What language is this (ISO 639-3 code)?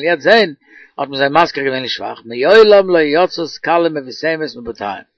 yid